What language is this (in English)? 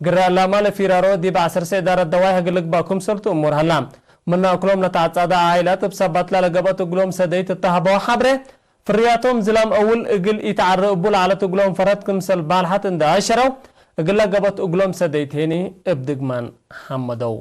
Tigre